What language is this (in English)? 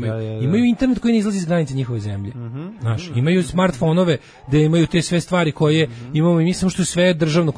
Serbian